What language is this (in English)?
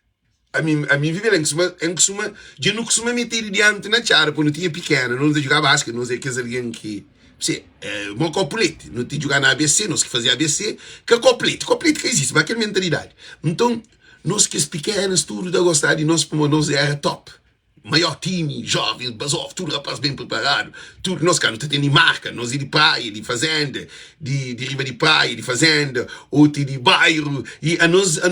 Kabuverdianu